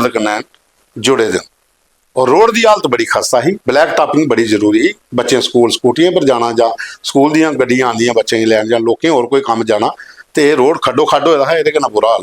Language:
Dogri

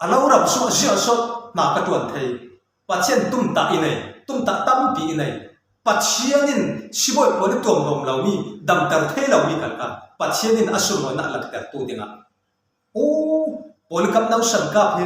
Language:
Falam Chin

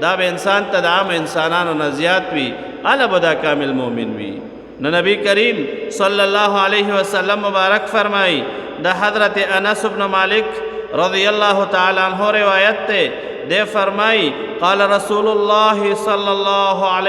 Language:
Pashto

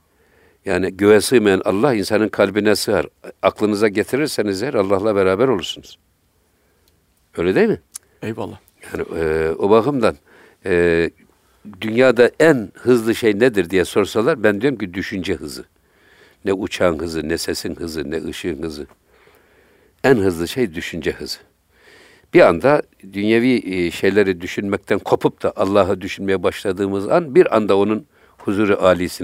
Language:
Turkish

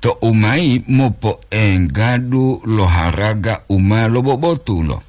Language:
Gorontalo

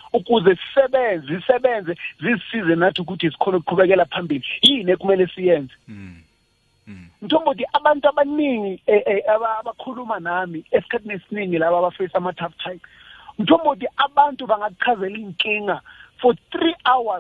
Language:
South Ndebele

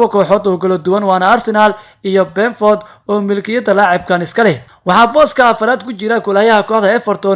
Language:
Somali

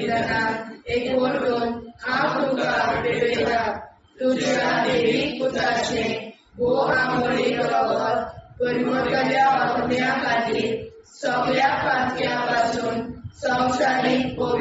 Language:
Konkani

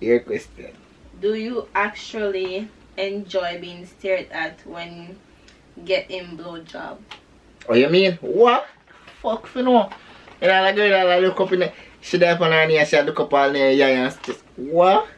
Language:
Jamaican Creole English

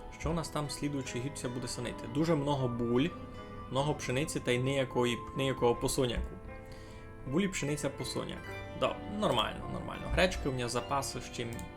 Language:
Rusyn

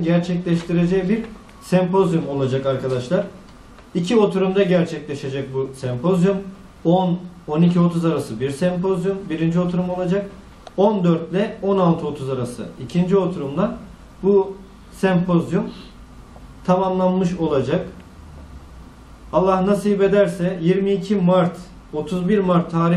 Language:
Turkish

